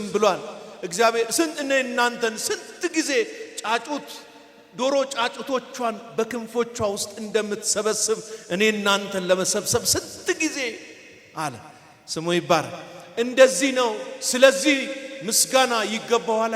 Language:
Amharic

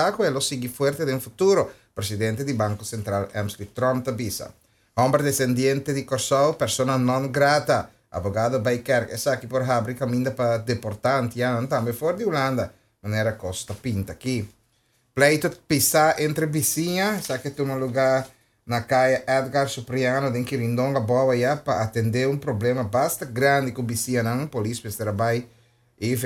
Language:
Papiamento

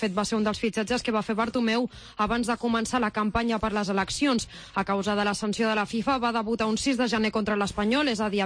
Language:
Catalan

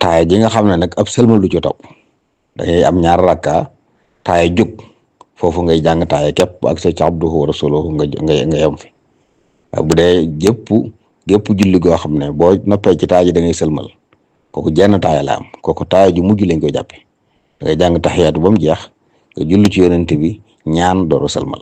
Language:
Wolof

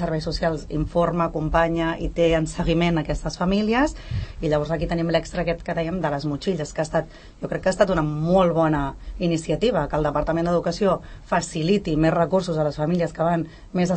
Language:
Catalan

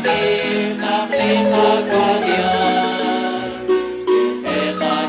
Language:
Kekchí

